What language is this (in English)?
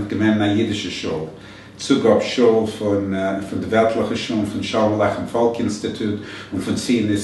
Yiddish